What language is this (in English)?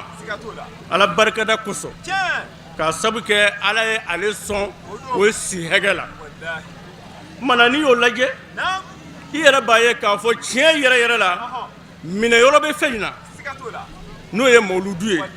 Bambara